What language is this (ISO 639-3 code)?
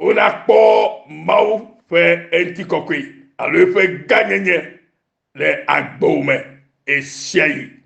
ewe